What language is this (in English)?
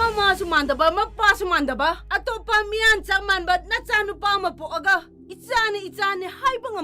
Manipuri